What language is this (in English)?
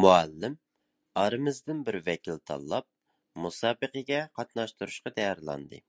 Uyghur